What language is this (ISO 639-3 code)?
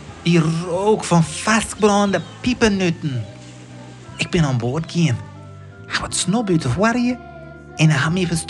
fry